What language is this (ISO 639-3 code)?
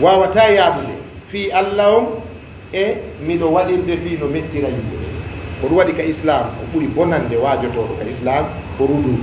ful